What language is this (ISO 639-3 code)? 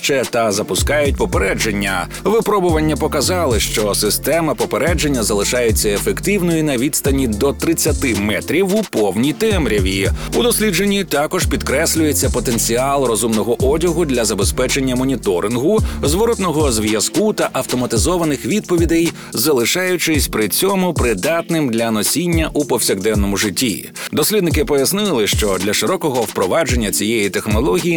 ukr